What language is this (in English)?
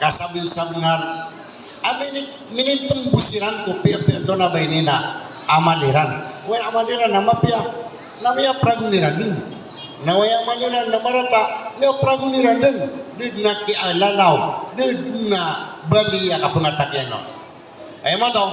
Maranao